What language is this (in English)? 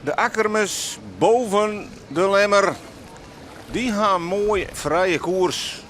Western Frisian